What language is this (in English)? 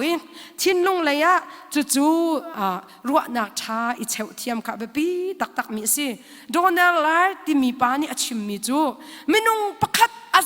Hakha Chin